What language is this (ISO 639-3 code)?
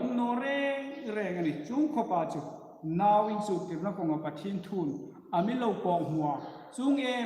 hmr